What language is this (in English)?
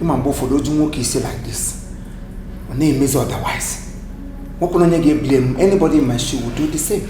Igbo